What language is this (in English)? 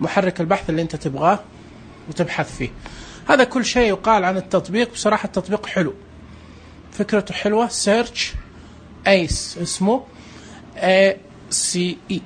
Najdi Arabic